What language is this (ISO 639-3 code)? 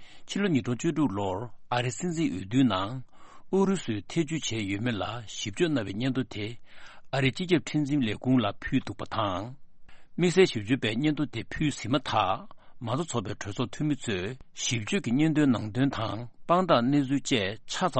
bod